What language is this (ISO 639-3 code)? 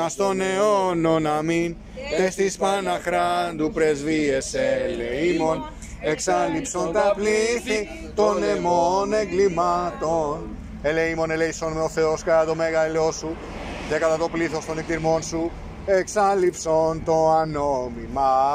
ell